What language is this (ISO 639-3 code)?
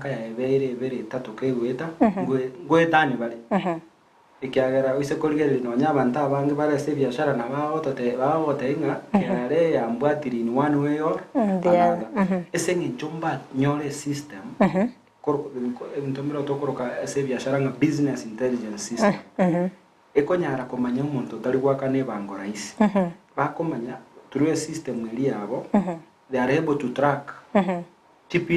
guz